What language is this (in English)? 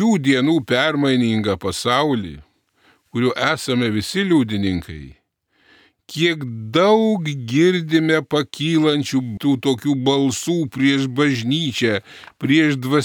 Lithuanian